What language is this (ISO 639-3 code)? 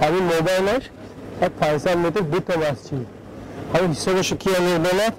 tgk